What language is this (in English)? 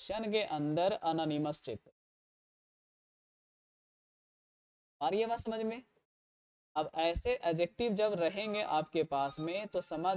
Hindi